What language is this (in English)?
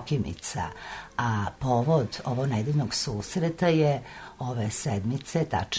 Serbian